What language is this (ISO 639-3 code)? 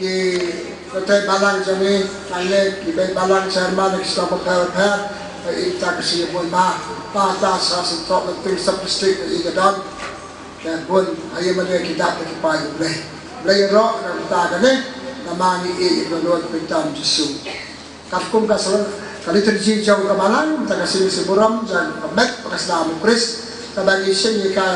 kha